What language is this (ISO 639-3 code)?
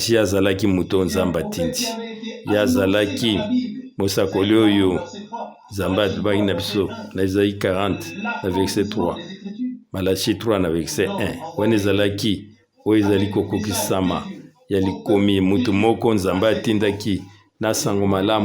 lin